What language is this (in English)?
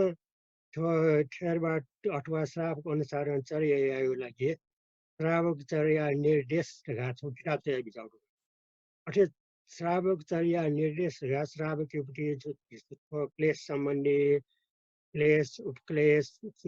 Newari